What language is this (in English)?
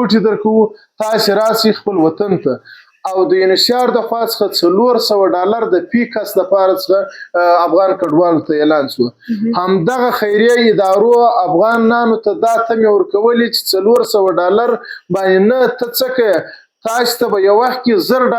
Pashto